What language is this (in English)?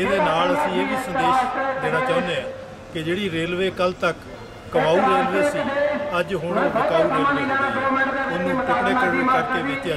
Punjabi